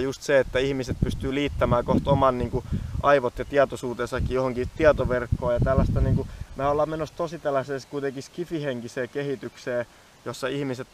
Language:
Finnish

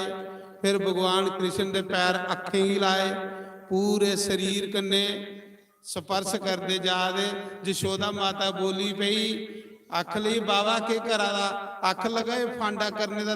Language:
Dogri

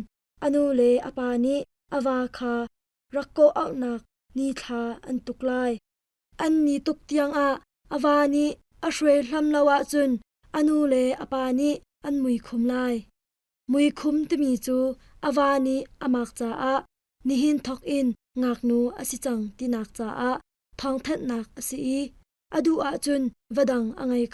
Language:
Hakha Chin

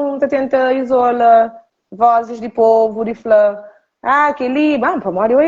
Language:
Kabuverdianu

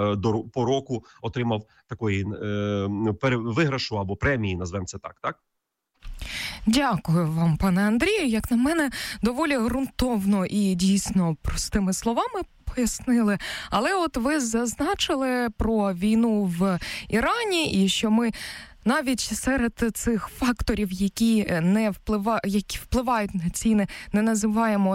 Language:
Ukrainian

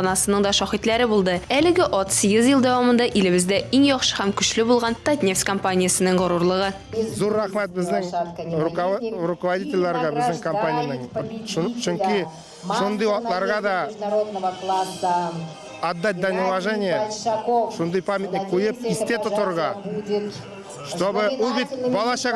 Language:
Tatar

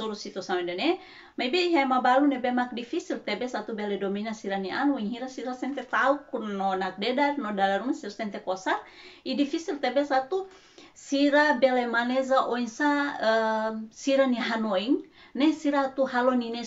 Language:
Tetum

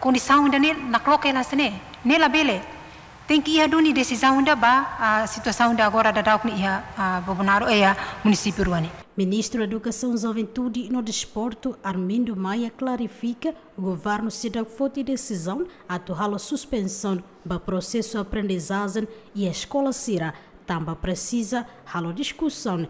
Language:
Tetum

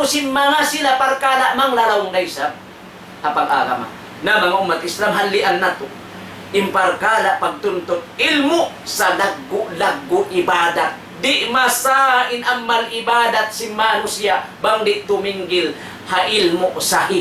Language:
Tausug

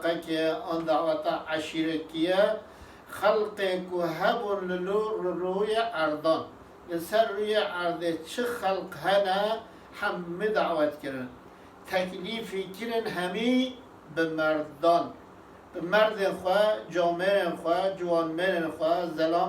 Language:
Kurdish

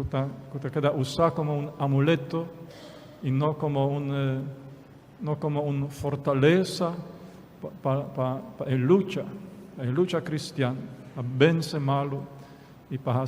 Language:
Papiamento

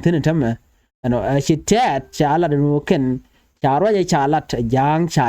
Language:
Nuer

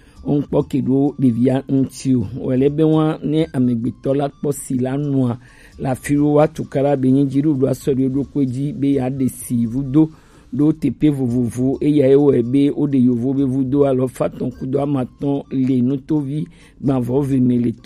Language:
Gen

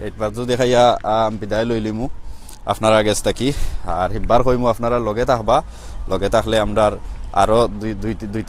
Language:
Sylheti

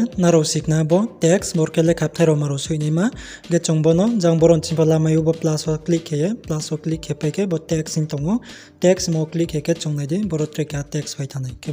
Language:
Riang (India)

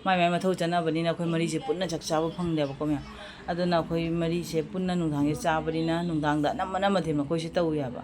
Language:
Manipuri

